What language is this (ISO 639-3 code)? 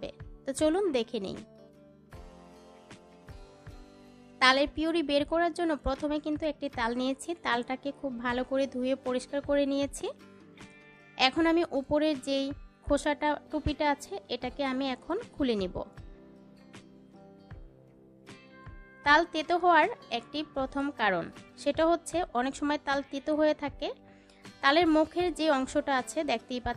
ben